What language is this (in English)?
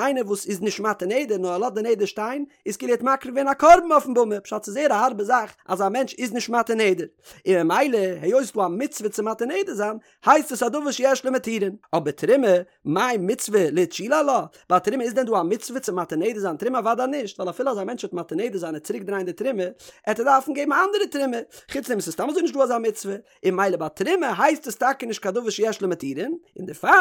Yiddish